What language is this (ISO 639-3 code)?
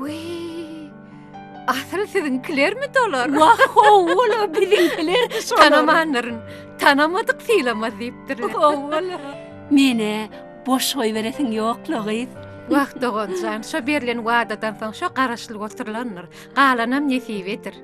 tuk